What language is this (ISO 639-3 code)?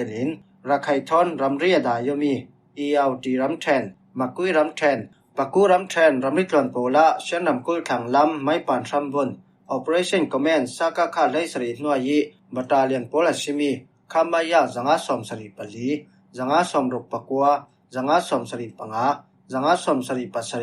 cfm